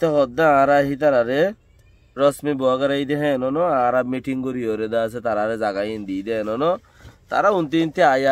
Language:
Rohingya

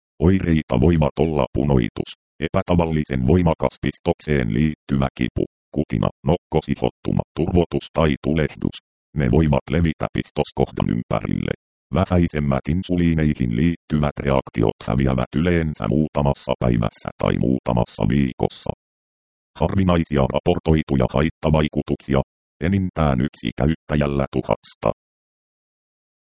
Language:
Finnish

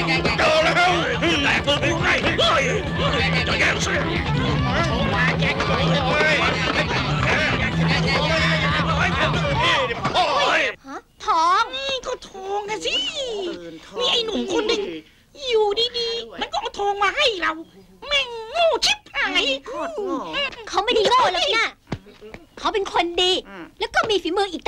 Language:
Thai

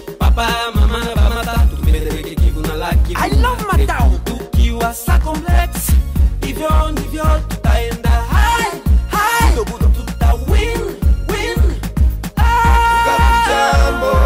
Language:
Swahili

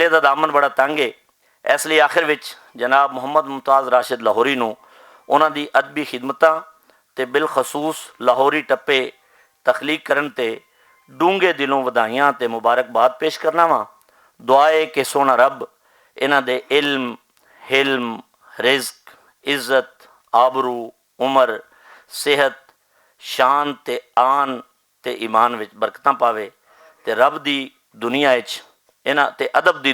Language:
Western Panjabi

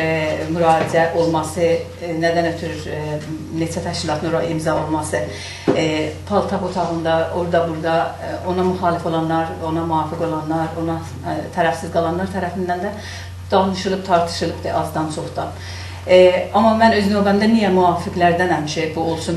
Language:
South Azerbaijani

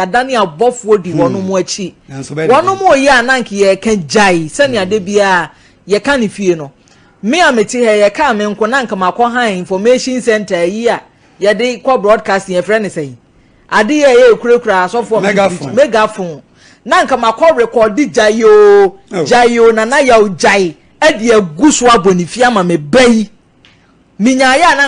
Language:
Akan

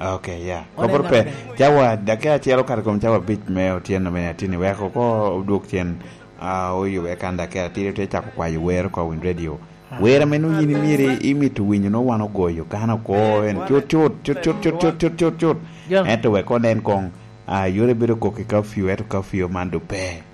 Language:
Lango (Uganda)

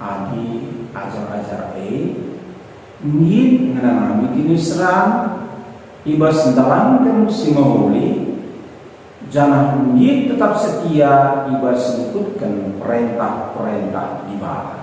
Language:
Batak Karo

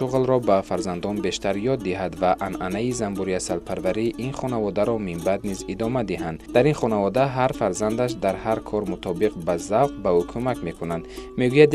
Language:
Tajik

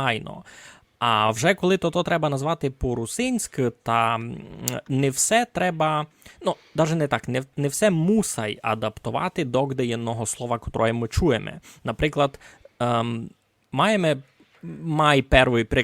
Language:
Rusyn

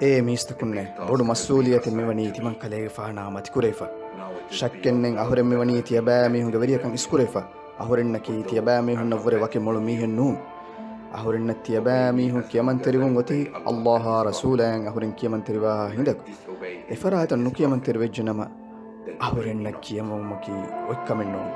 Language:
Divehi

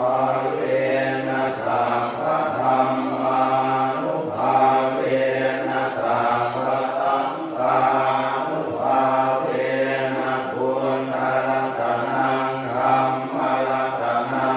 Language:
Pali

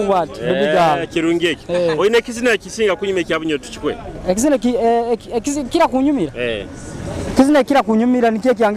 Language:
Nyoro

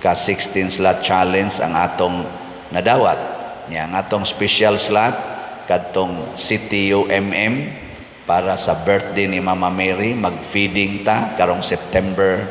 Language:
Cebuano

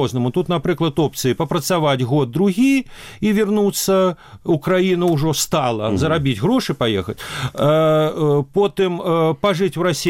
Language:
Belarusian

